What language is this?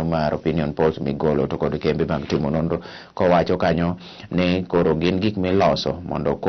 Luo (Kenya and Tanzania)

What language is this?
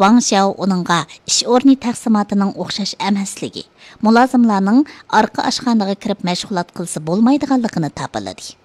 Uyghur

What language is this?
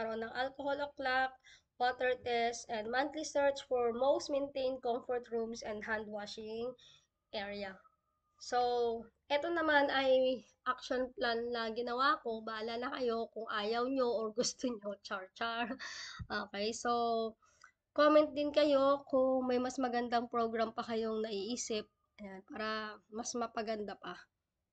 Filipino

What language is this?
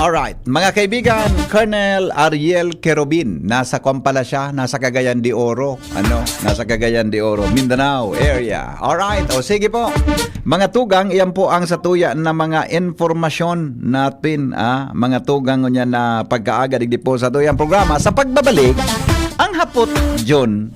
Bikol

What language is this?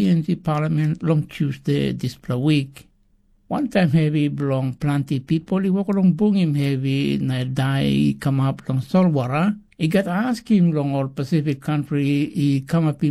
Tok Pisin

